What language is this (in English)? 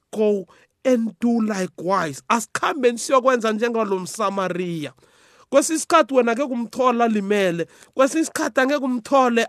South Ndebele